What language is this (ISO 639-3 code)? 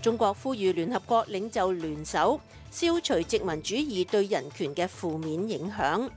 yue